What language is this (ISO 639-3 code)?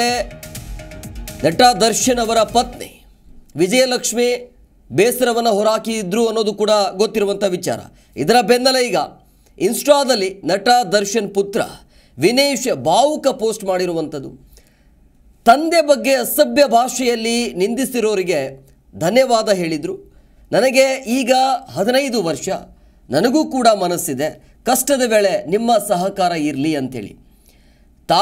kan